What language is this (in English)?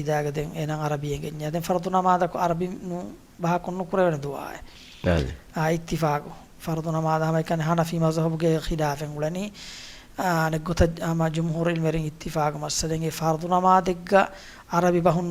Divehi